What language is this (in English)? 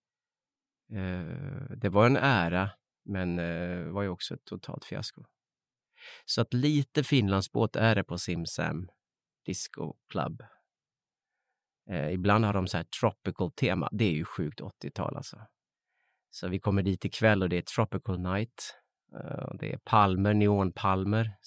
Swedish